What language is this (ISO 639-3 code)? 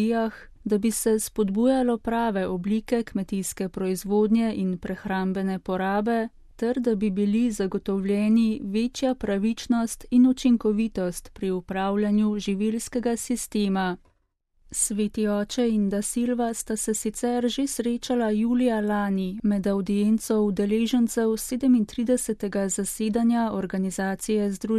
slv